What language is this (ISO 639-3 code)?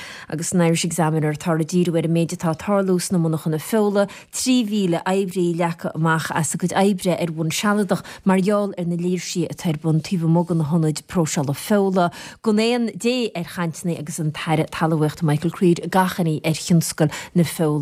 gle